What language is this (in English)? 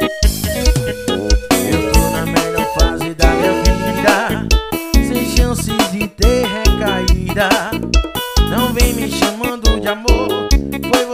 Portuguese